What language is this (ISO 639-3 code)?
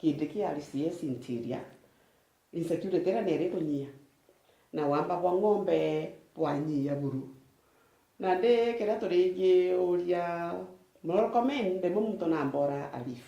mer